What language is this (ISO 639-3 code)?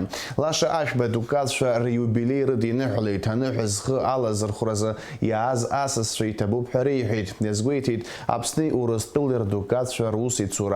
abk